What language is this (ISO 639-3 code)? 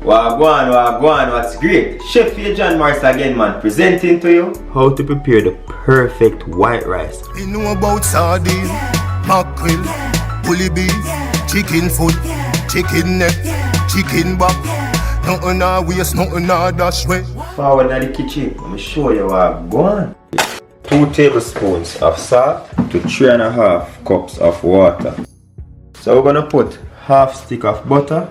jam